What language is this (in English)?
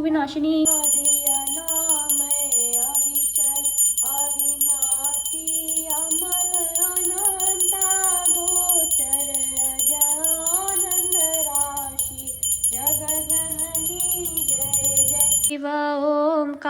Maithili